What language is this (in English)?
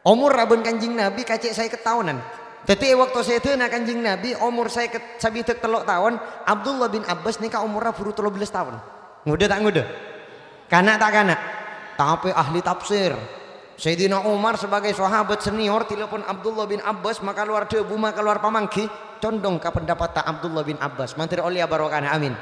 Madurese